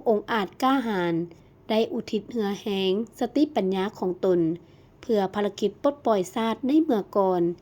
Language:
Lao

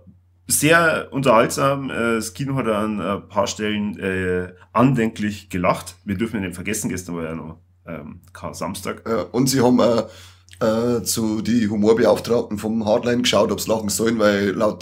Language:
Bavarian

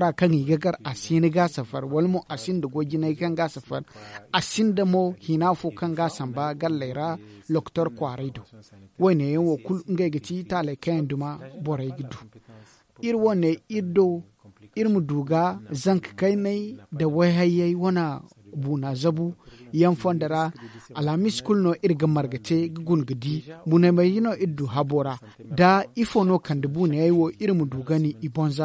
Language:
Zarma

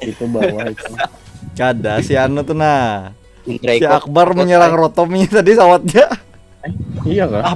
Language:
Banjar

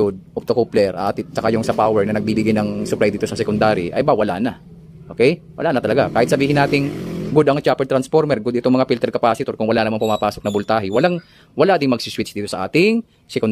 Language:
Filipino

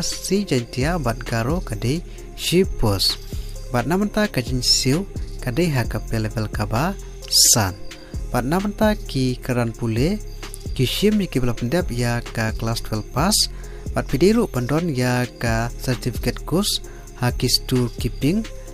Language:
Khasi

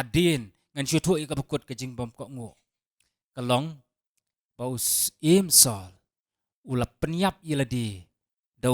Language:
Khasi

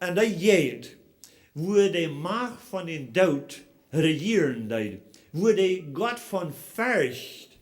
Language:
Plautdietsch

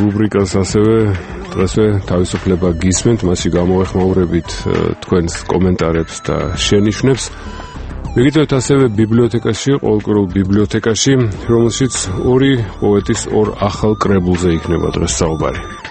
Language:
Georgian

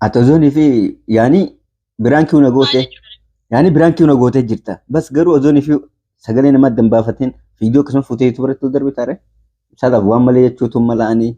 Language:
Oromo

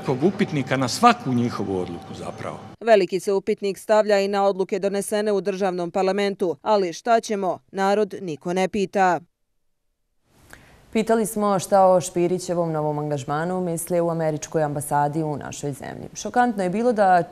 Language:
Bosnian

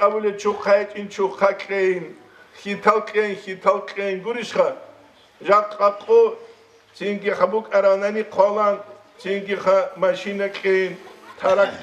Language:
Avaric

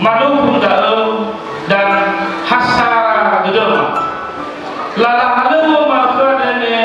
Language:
Nias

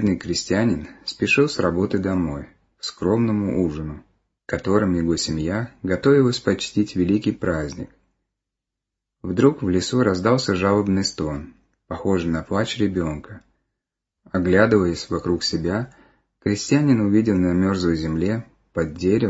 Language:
Russian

